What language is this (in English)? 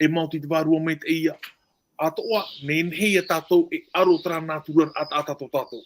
Tahitian